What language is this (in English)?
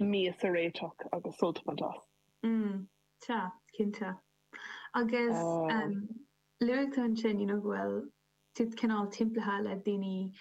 Irish